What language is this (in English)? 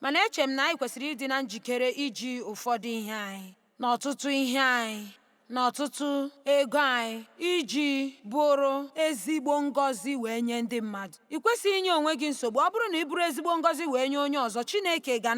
Igbo